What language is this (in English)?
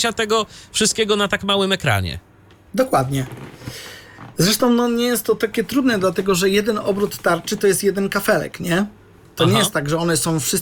Polish